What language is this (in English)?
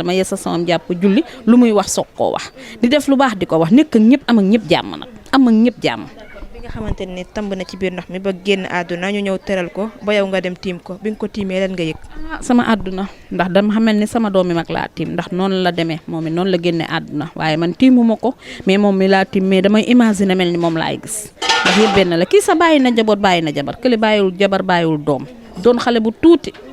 Wolof